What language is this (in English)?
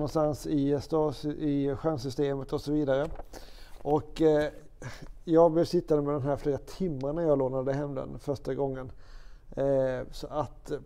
Swedish